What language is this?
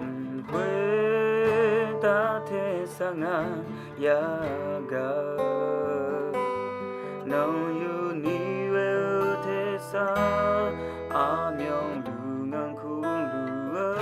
Akha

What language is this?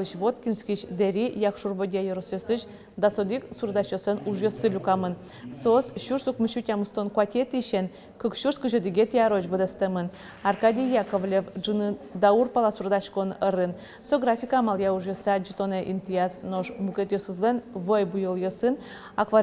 Udmurt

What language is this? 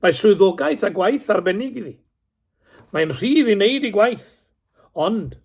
Welsh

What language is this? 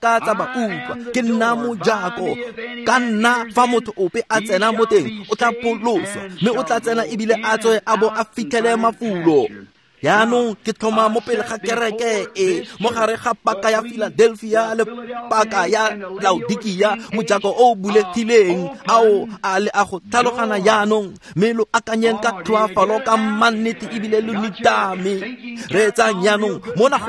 Tswana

